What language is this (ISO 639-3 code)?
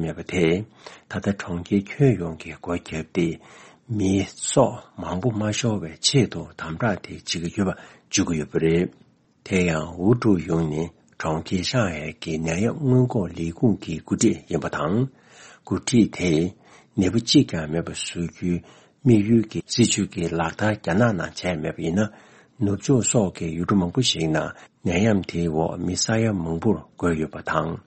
bod